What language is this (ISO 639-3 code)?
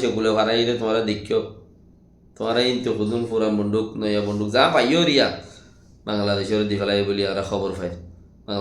rhg